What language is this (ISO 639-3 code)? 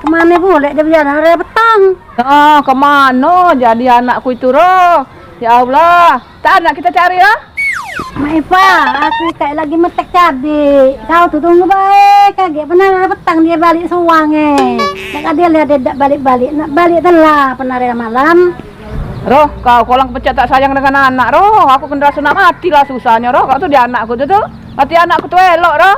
mui